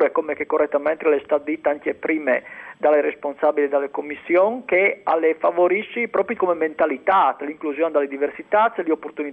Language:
Friulian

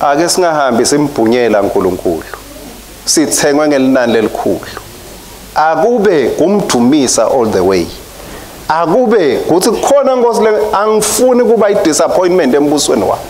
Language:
Swati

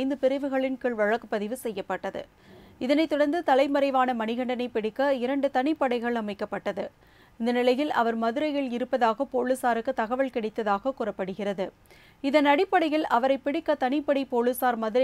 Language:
Tamil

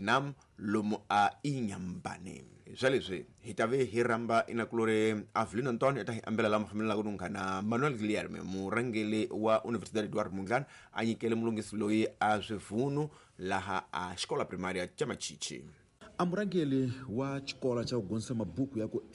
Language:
Tsonga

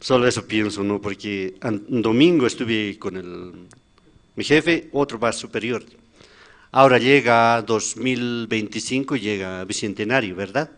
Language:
Aymara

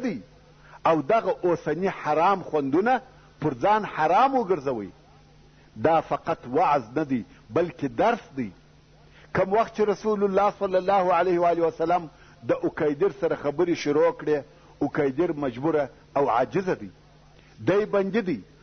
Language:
Pashto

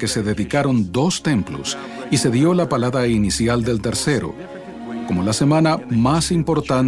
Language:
Spanish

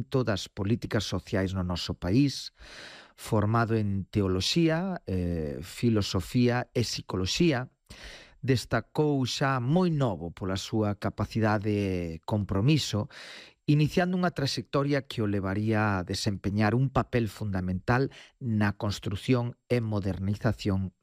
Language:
Galician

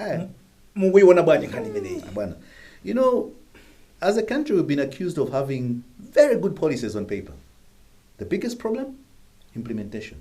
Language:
Nyanja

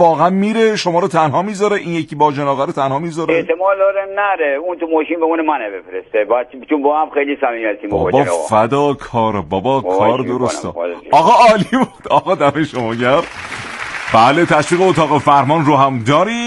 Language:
Persian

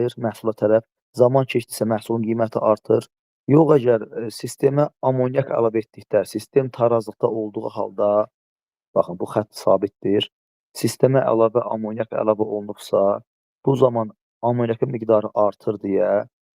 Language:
Azerbaijani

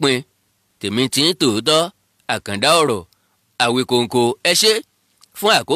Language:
Yoruba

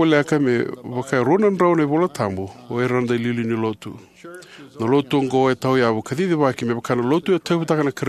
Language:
Fijian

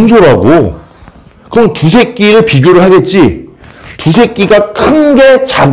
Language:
Korean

